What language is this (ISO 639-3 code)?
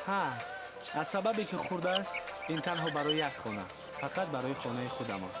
tgk